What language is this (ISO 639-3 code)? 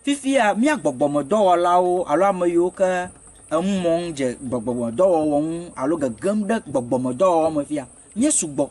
ewe